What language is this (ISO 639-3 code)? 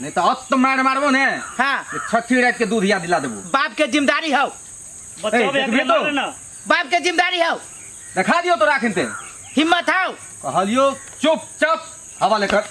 mai